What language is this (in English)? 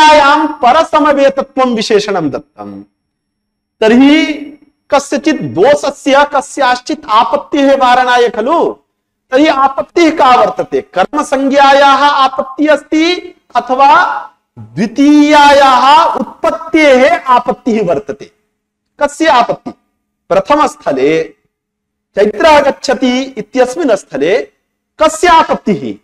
Sanskrit